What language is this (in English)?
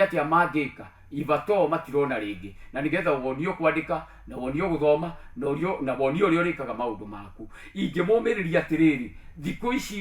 Kikuyu